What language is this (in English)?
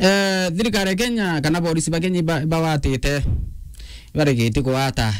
Meru